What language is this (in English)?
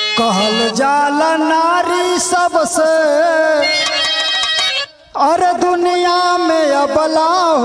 Bhojpuri